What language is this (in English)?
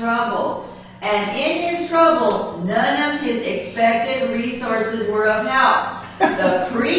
English